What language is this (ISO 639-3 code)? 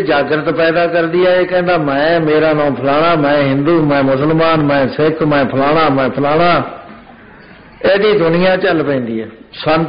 pan